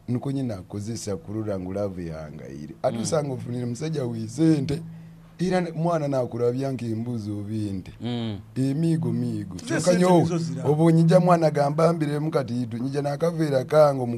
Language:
Nyoro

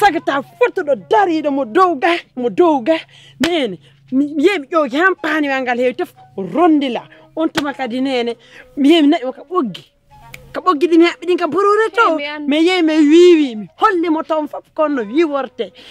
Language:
Pular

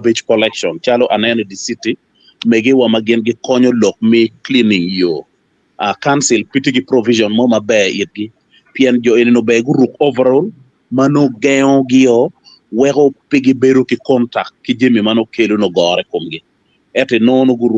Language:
Acoli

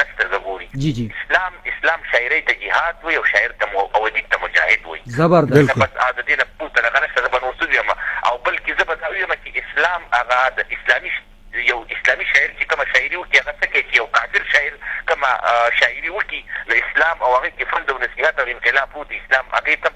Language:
Pashto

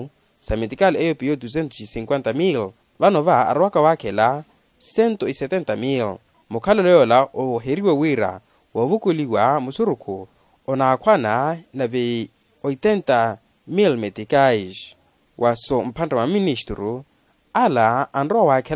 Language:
Makhuwa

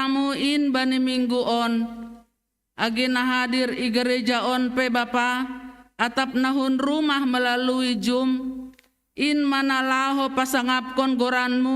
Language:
Batak Simalungun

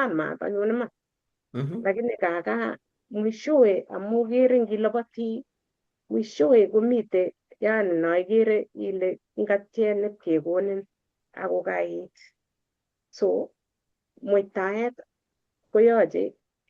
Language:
Kalenjin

